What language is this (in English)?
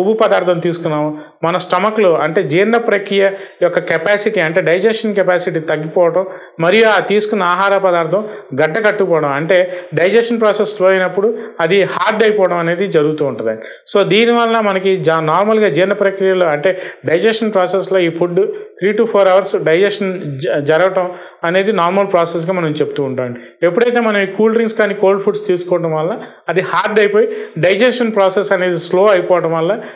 Telugu